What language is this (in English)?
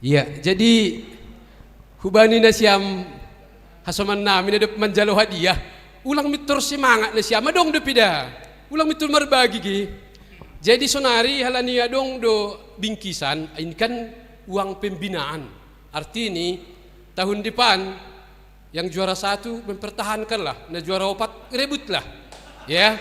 Batak Simalungun